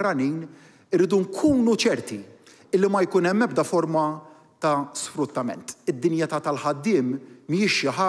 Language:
Maltese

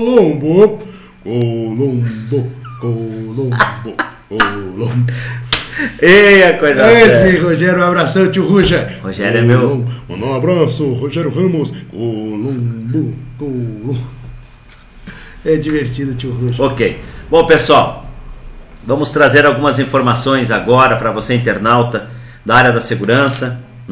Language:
Portuguese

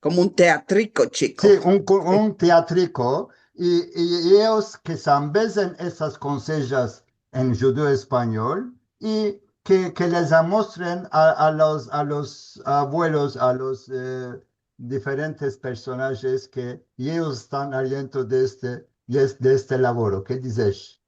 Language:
Ladino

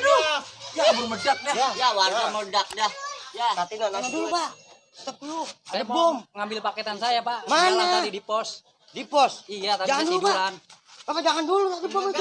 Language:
Betawi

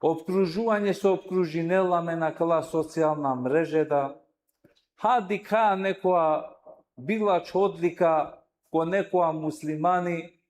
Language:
Balkan Romani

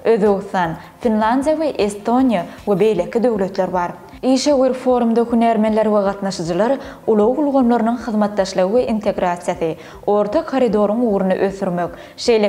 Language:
Turkmen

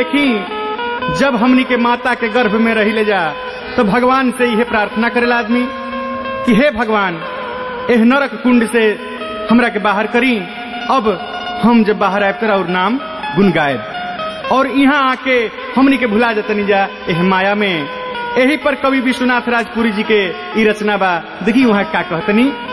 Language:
Bhojpuri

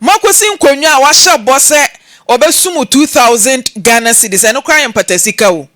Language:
Akan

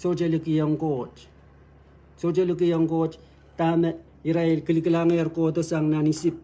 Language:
Pohnpeian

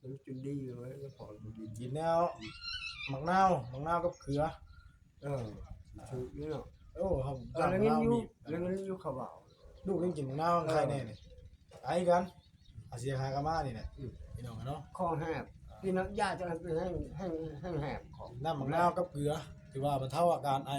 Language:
Northeastern Thai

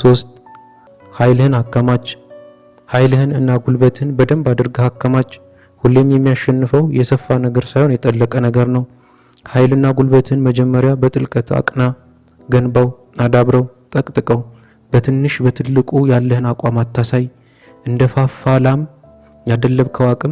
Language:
Amharic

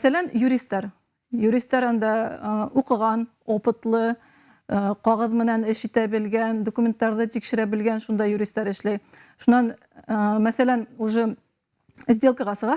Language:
Bashkir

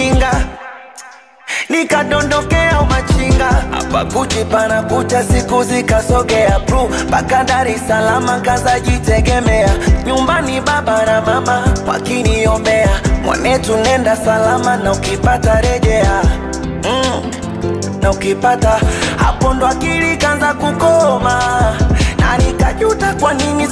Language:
Swahili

